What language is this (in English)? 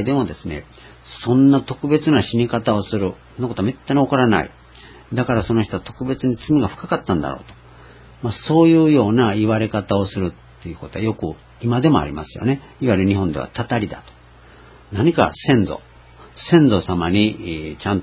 Japanese